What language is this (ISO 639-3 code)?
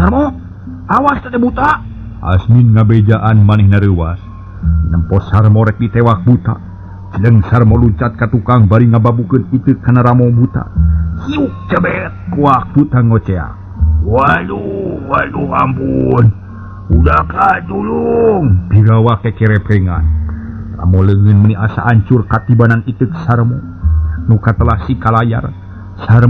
sun